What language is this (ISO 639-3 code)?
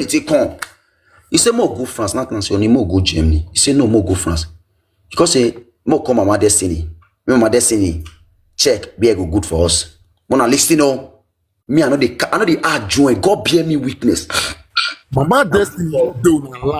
pcm